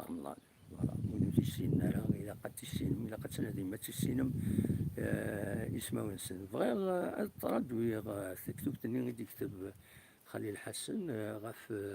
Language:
Kabyle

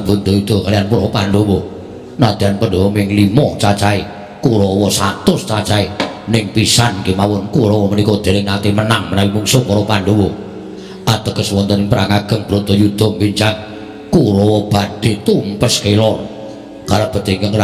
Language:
Javanese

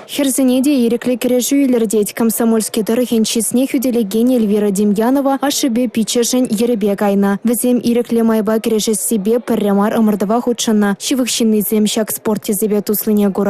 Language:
Chuvash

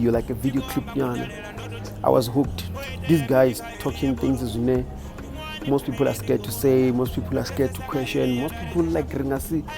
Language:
Venda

